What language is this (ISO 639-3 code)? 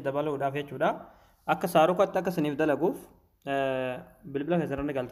orm